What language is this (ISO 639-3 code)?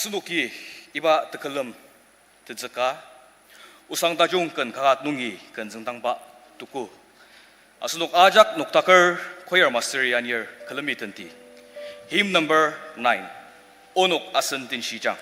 njo